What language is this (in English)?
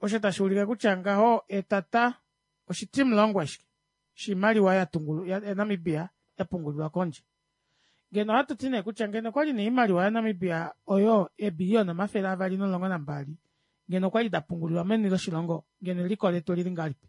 Kuanyama